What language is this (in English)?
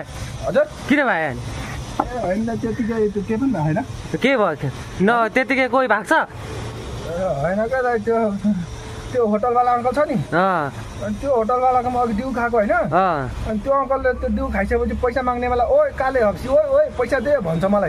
Nepali